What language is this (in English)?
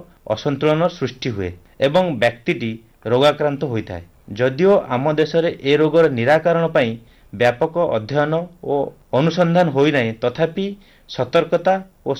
Odia